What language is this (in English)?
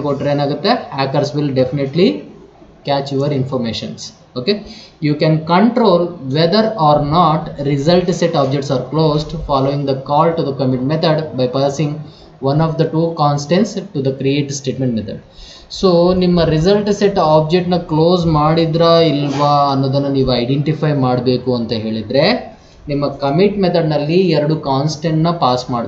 Kannada